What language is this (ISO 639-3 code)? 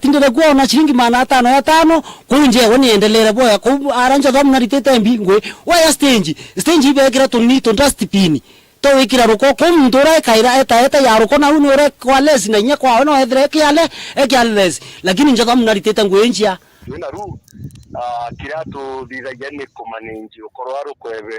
mer